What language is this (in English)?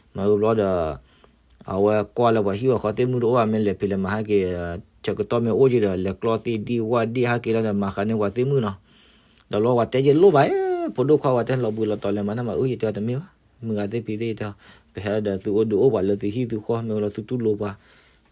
S'gaw Karen